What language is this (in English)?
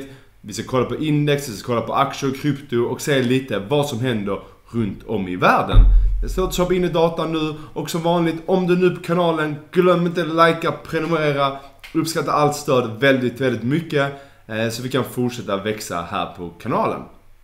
Swedish